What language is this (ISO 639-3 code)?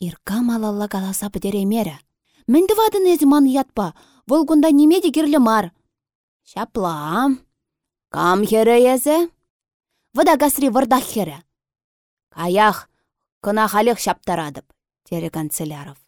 chv